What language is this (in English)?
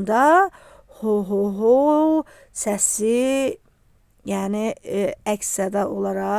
Azerbaijani